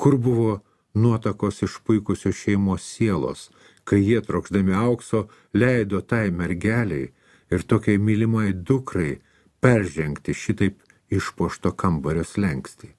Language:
Lithuanian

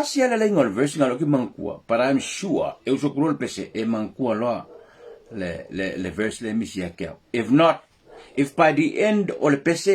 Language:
Samoan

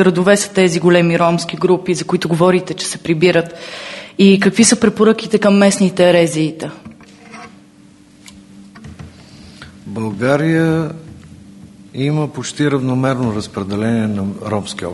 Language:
Bulgarian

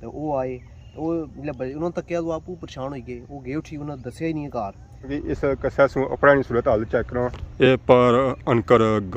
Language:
Pahari-Potwari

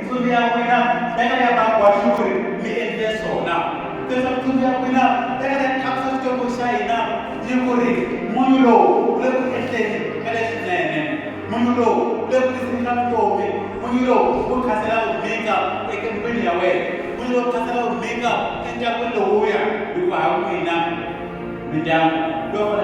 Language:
Tsonga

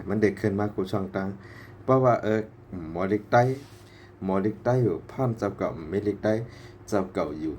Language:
Shan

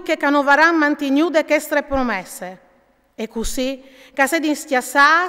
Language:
Friulian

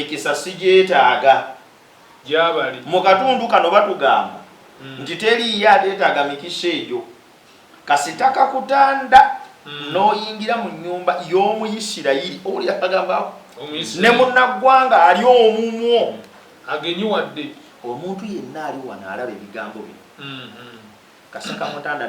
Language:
Ganda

